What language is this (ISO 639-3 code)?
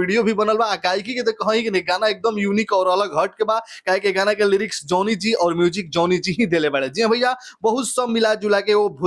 bho